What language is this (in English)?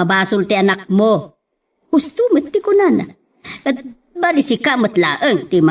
Iloko